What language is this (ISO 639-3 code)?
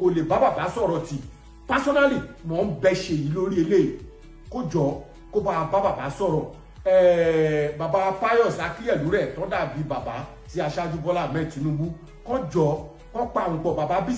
yor